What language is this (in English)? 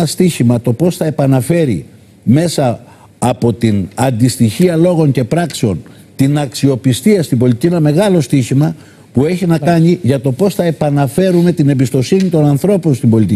Greek